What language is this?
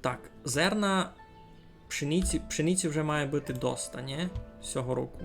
Rusyn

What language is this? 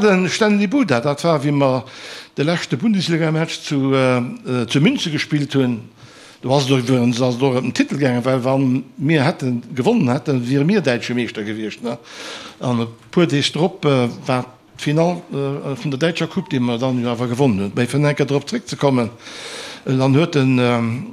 Luxembourgish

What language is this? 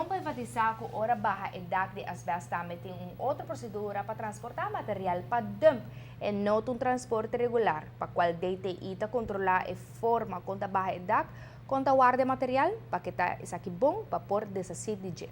Papiamento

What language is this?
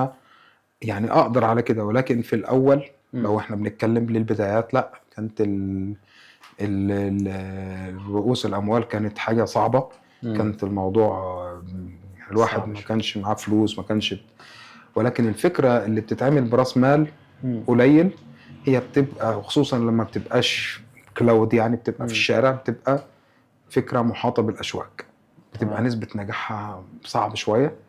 Egyptian Arabic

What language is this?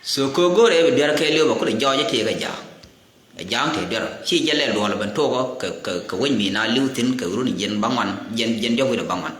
Nuer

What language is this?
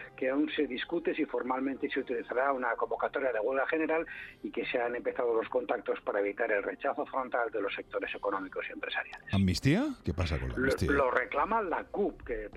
Spanish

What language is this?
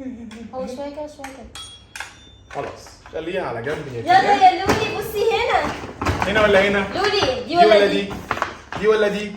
Egyptian Arabic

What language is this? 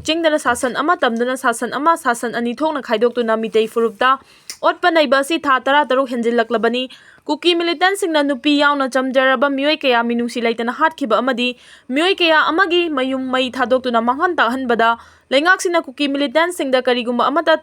Manipuri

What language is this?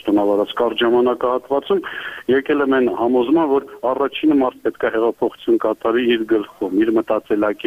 Armenian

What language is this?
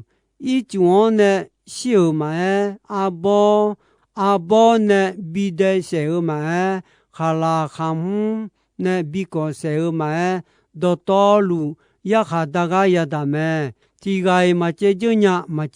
Akha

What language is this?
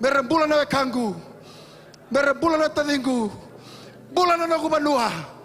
Fijian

